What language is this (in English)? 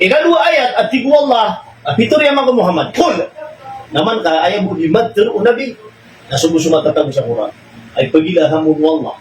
Maranao